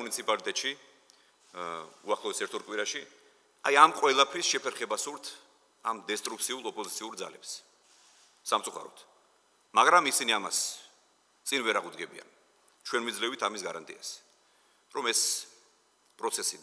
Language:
Georgian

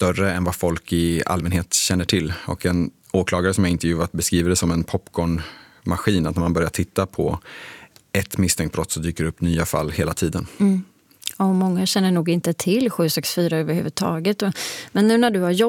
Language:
Swedish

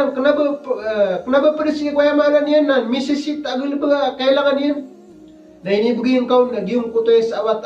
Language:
Maranao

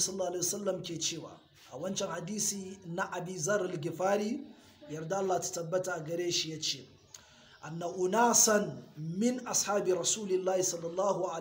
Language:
Hausa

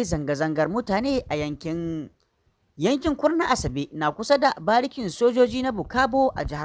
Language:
Hausa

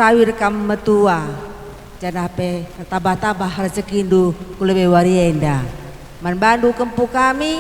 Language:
Batak Karo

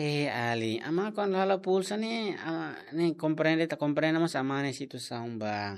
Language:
Tetum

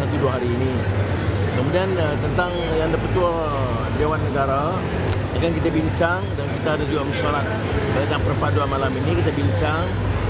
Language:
Malay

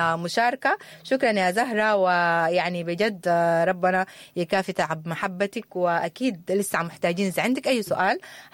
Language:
Sudanese Arabic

